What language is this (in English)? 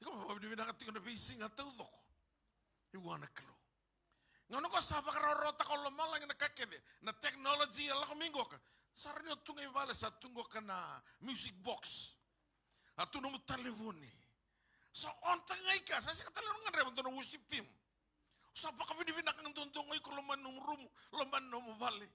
Fijian